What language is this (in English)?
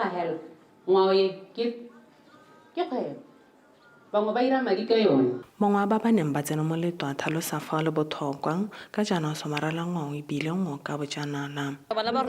Tswana